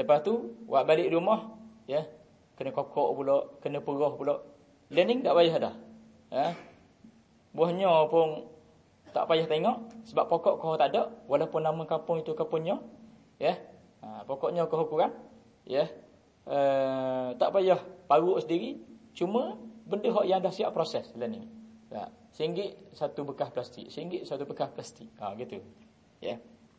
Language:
Malay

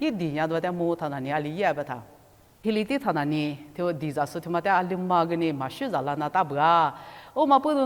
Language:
Lisu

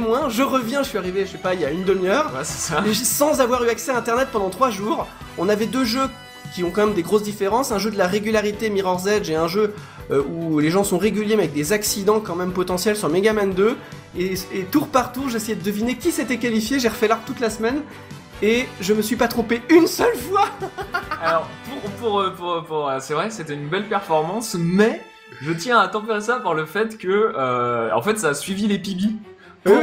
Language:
French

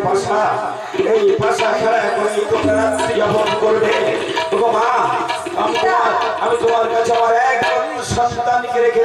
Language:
Bangla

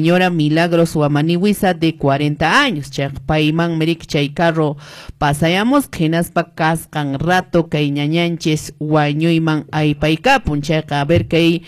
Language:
Quechua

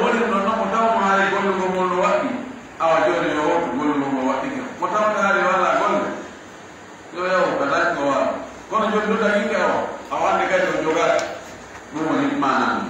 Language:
Pular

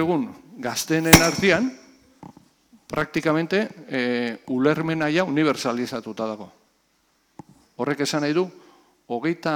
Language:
Basque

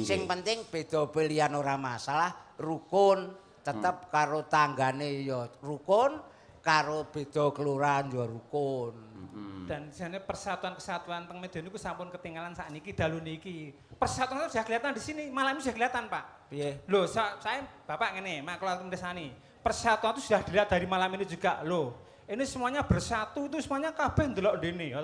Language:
Javanese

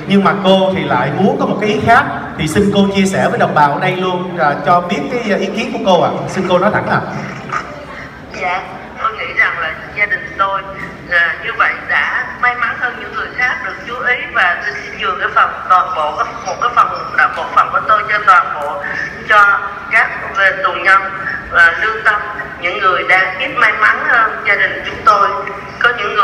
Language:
Vietnamese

